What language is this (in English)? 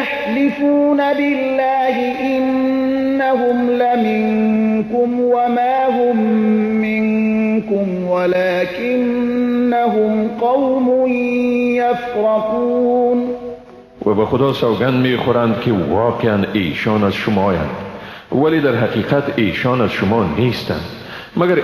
Persian